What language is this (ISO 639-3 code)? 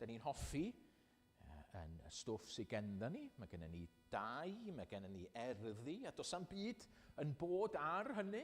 cym